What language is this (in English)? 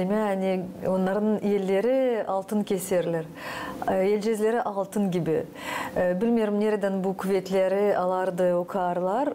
Gagauz